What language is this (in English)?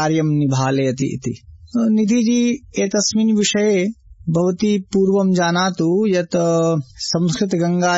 Sanskrit